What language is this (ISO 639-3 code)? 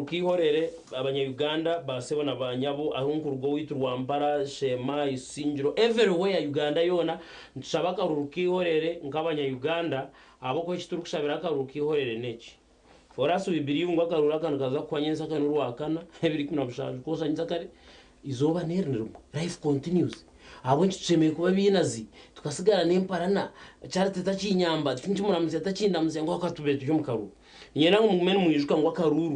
nyn